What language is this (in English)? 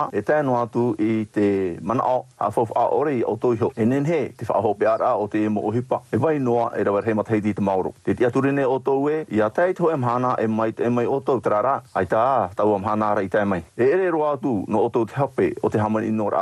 Tahitian